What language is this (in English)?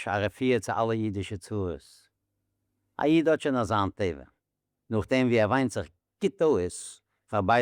Yiddish